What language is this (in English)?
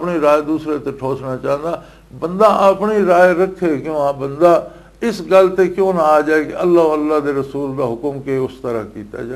Western Panjabi